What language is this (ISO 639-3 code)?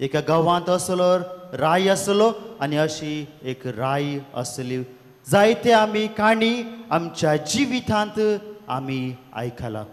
kok